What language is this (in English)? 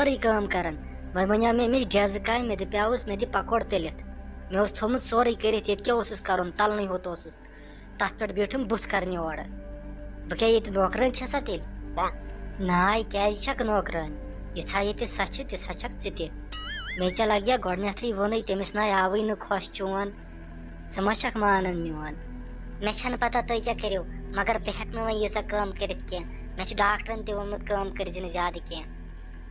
Kashmiri